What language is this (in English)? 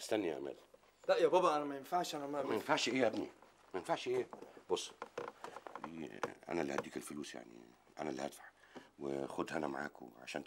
Egyptian Arabic